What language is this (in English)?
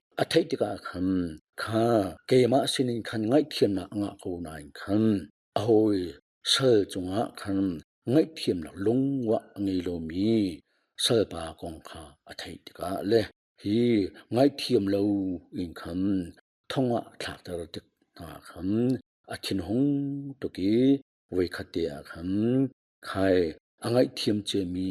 Hakha Chin